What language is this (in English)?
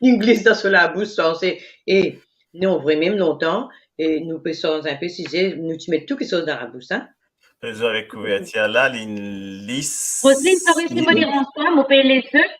Morisyen